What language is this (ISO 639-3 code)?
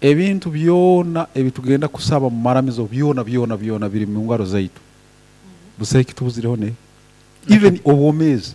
nyn